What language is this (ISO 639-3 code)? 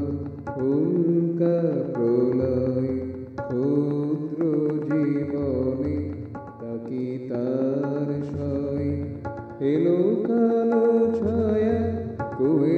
ben